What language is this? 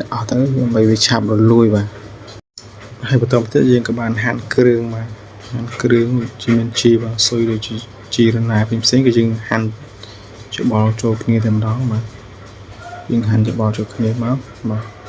Khmer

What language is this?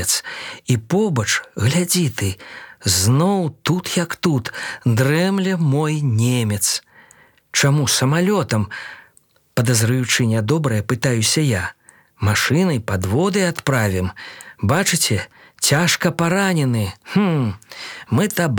Belarusian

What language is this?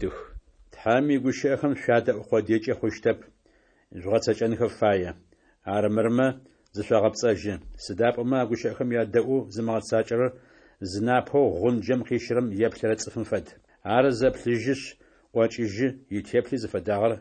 Adyghe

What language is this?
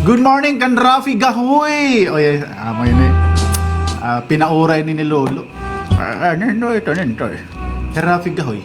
Waray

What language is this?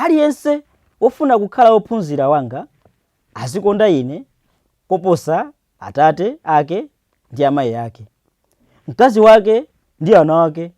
Nyanja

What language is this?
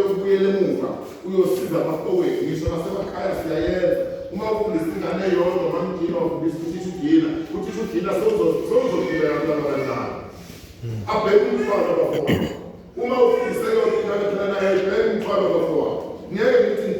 Zulu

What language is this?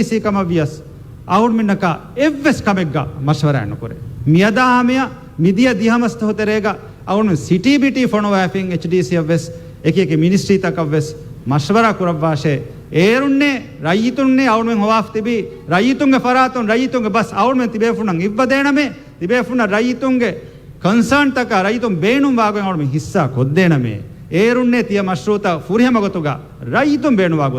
Divehi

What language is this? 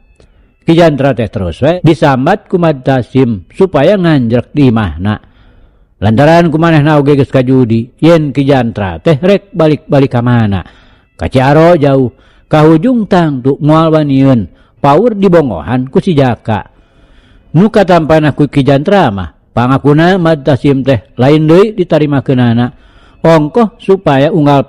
Sundanese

